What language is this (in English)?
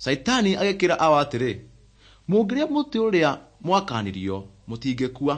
Kikuyu